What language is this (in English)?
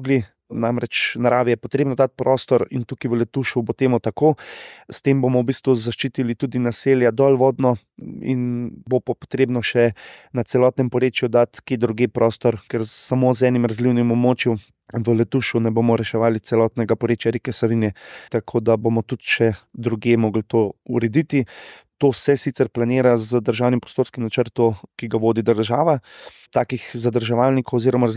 Slovenian